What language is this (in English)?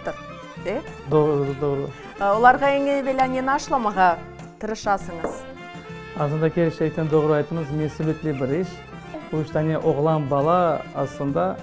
Crimean Tatar